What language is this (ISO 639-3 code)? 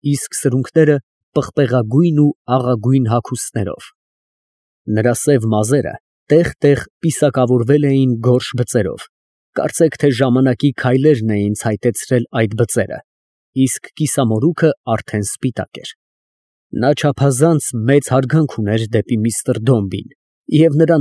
hye